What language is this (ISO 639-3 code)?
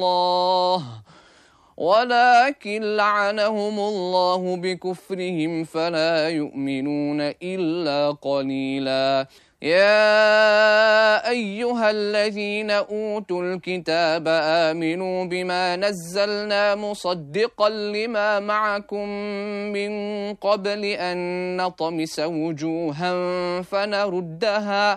ara